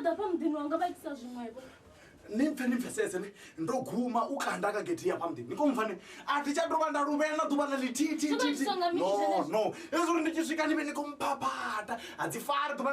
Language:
Venda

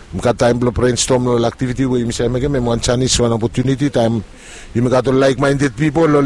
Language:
Bislama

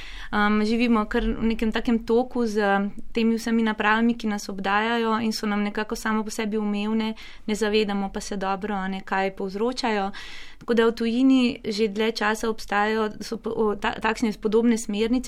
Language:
Slovenian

